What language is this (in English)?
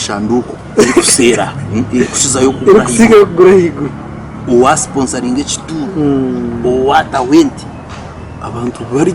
Nyankole